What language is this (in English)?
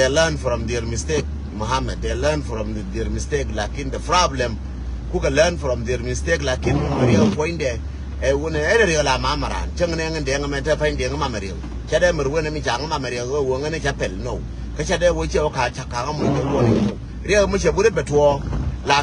Nuer